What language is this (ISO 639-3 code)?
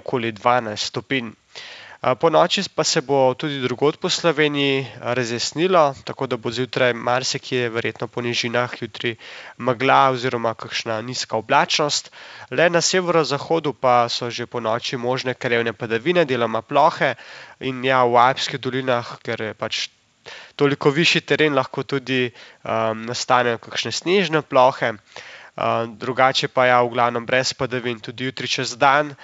slv